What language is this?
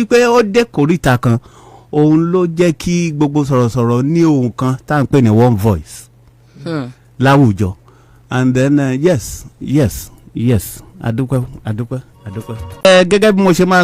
Yoruba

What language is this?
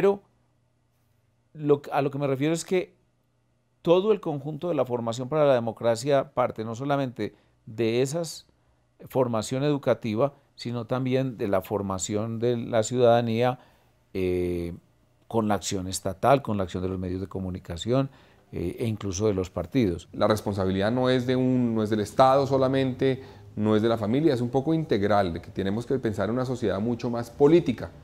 Spanish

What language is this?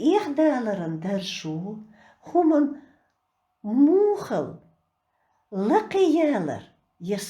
Chechen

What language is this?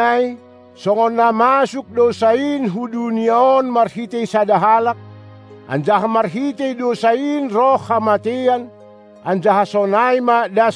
Batak Simalungun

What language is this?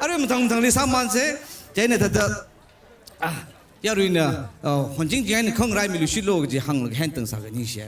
Tangkhul Naga (India)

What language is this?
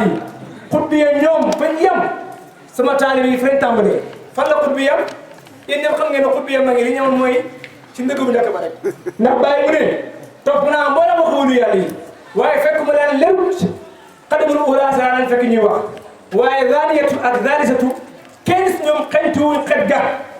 Wolof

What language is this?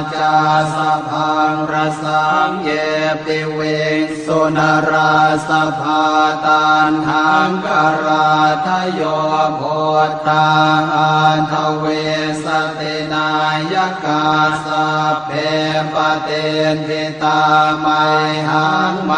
Pali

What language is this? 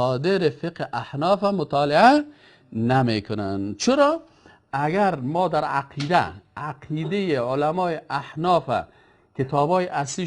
Persian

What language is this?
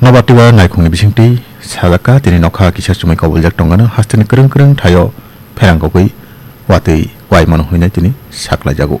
Kok Borok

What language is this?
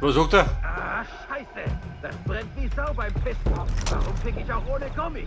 Bavarian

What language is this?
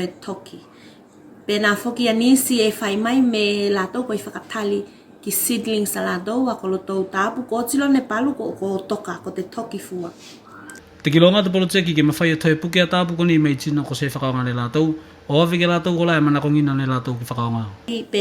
Tuvalu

